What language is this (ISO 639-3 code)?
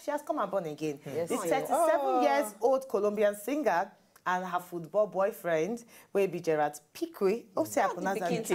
pcm